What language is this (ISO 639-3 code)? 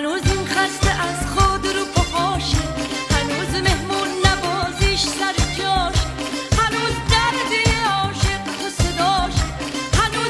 fas